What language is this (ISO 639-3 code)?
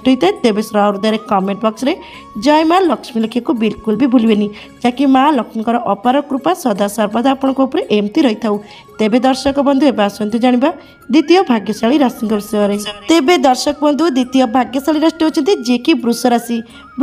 ori